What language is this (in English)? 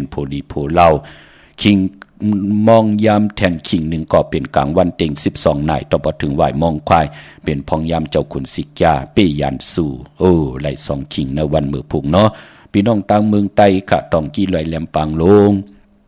Shan